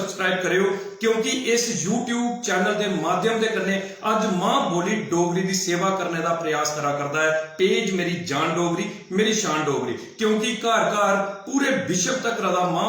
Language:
Dogri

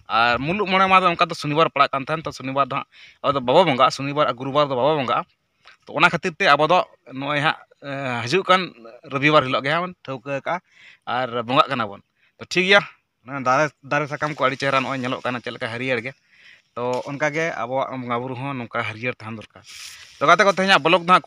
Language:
Santali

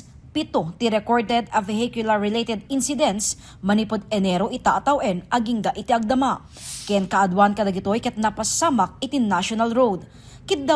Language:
Iloko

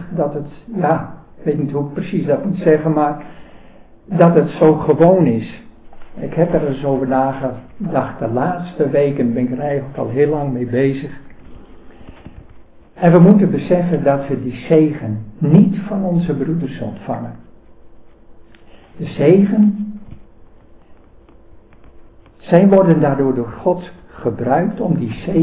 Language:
Dutch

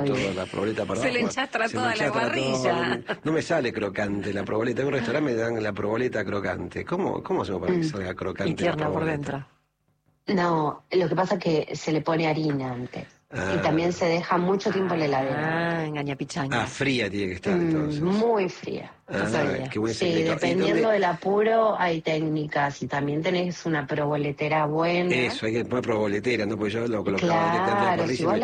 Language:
Spanish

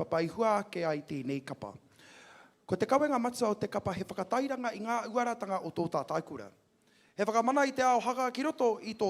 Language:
Māori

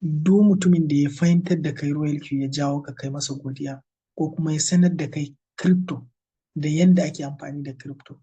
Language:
Hausa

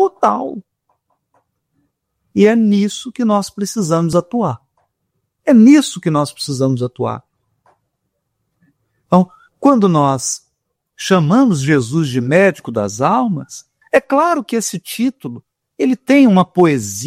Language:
Portuguese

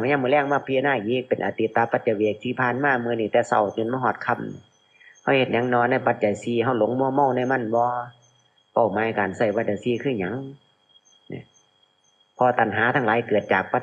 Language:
Lao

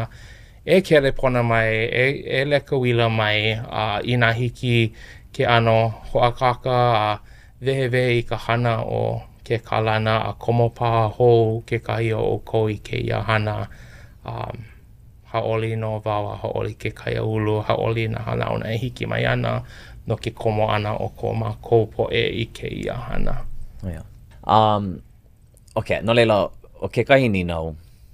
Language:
Hawaiian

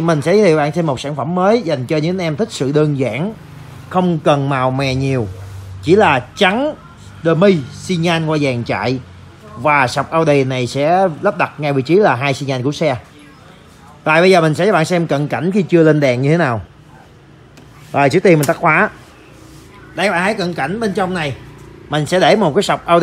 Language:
Vietnamese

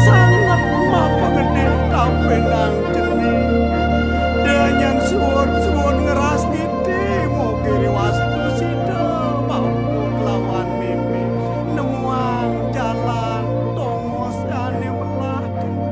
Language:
Balinese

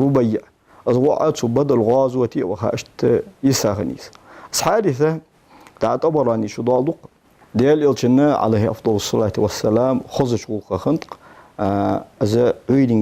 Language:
Ingush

